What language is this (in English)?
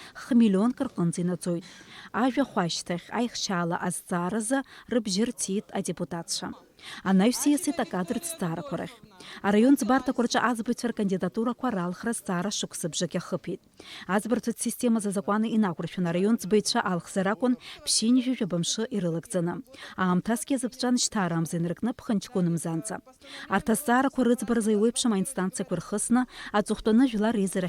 Abkhazian